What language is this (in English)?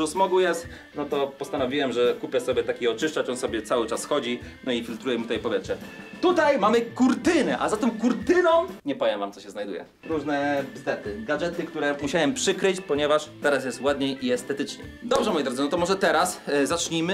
Polish